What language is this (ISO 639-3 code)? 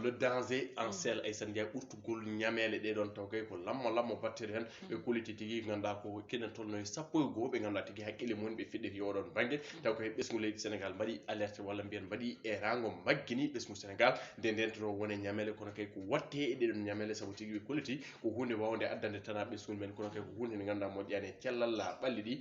ful